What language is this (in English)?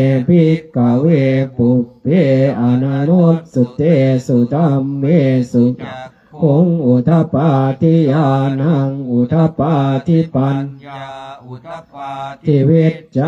Pali